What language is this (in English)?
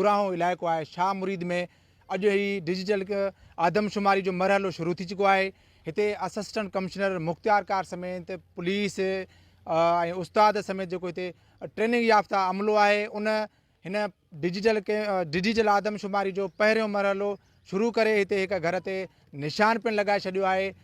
Sindhi